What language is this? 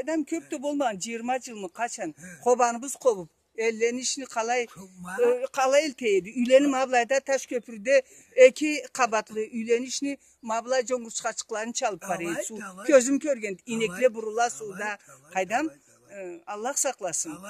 Karachay-Balkar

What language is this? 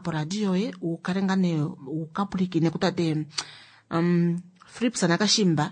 Kuanyama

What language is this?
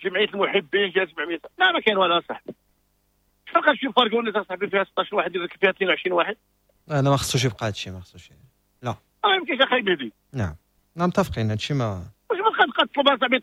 Moroccan Arabic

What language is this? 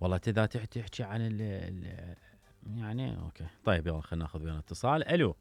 Mesopotamian Arabic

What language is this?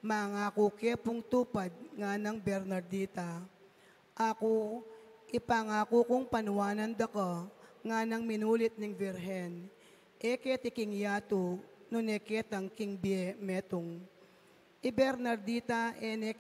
Pampanga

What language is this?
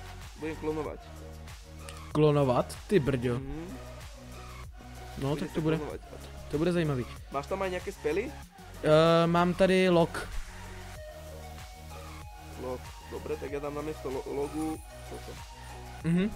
Czech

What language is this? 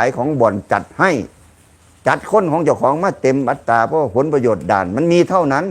Lao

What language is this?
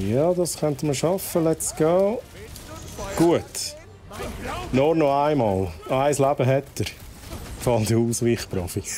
Swiss German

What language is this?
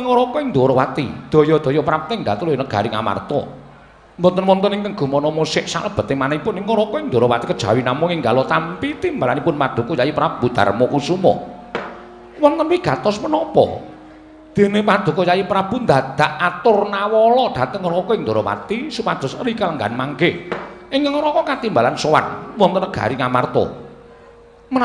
Javanese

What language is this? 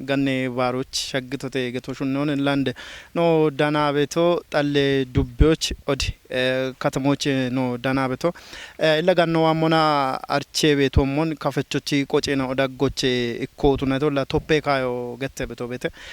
Kafa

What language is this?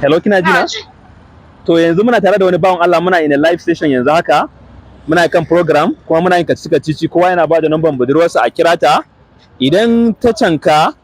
Hausa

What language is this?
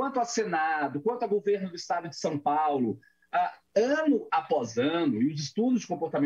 Portuguese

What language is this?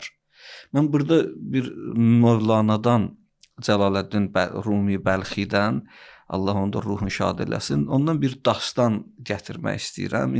Azerbaijani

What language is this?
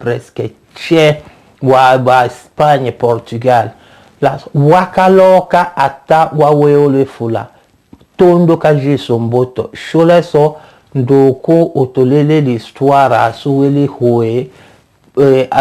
Tetela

